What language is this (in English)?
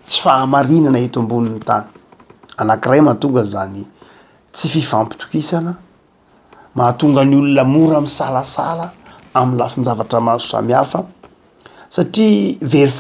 Malagasy